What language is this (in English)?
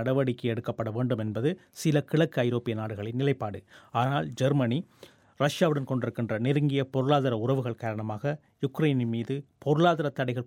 Tamil